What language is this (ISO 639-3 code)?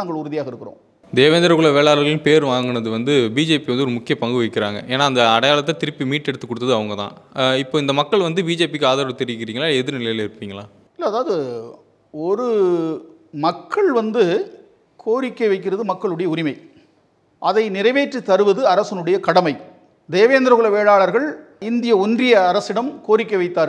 tam